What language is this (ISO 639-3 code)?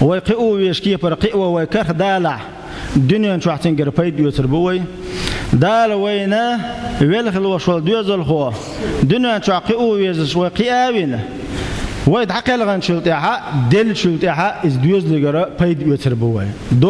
che